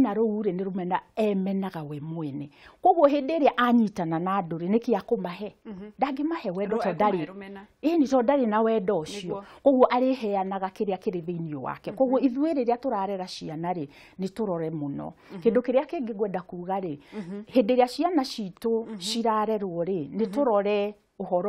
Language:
Kikuyu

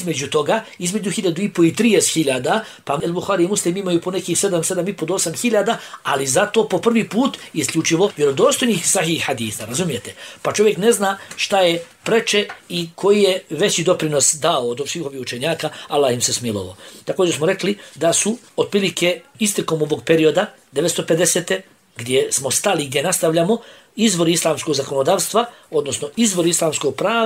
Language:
Bosnian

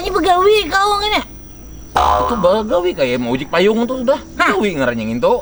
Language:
Banjar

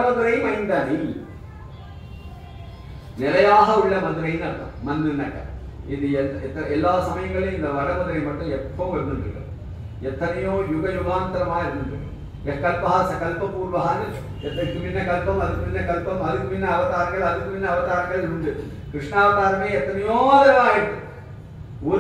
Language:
Tamil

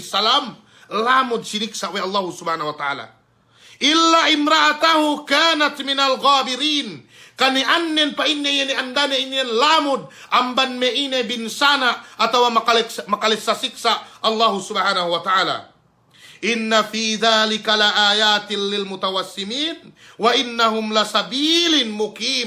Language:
Yakan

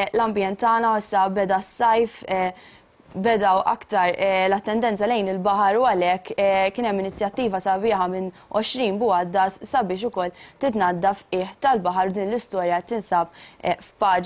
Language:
Maltese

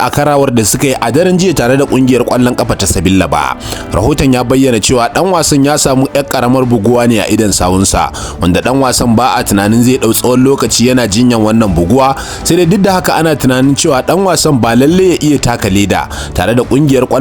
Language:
Hausa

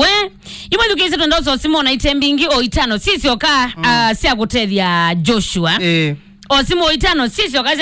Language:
Kamba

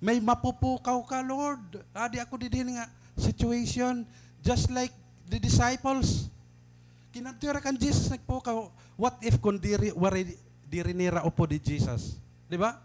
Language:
Waray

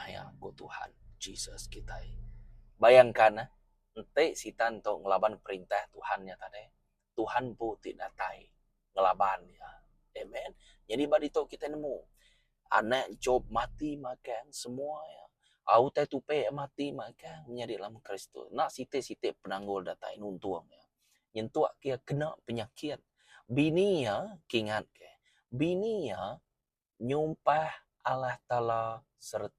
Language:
Iban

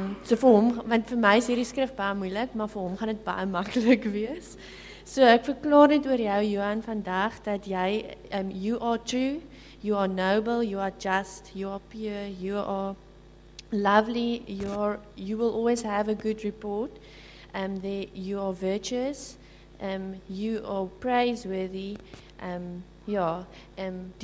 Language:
Afrikaans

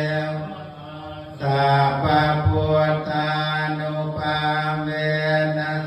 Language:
Pali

